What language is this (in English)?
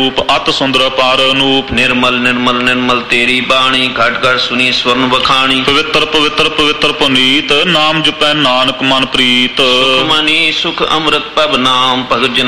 Punjabi